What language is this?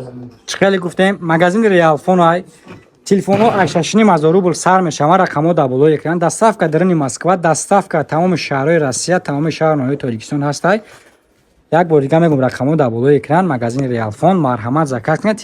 Tajik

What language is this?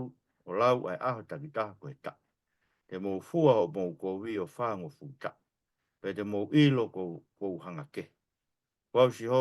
Tongan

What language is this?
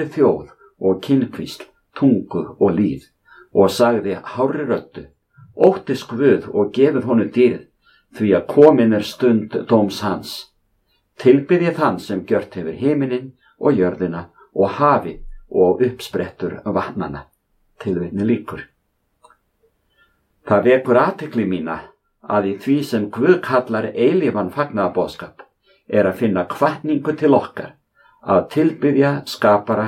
Icelandic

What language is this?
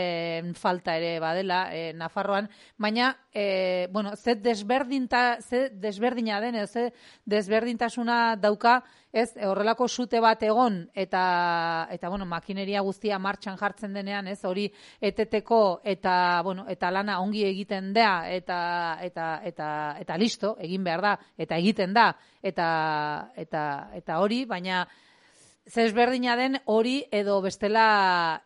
Basque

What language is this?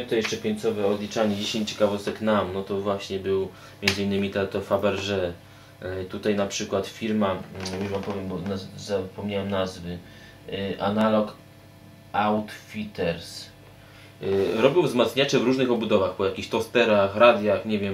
Polish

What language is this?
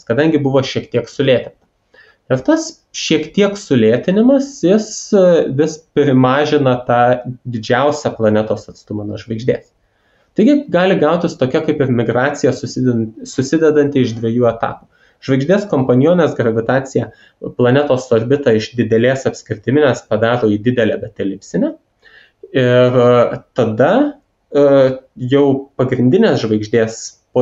Lithuanian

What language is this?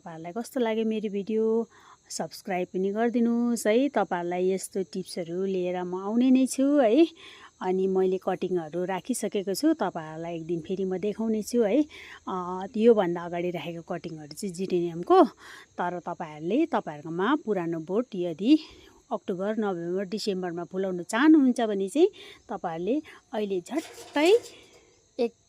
Nepali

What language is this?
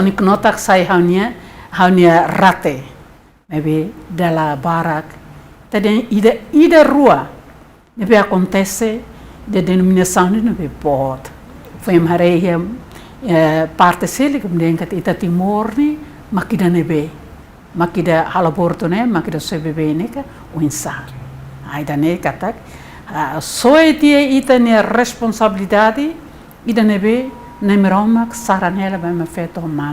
Tetum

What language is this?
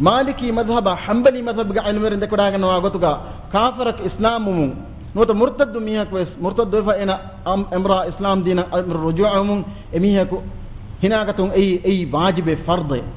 Divehi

